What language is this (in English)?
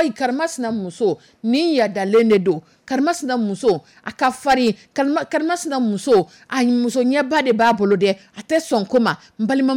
Dyula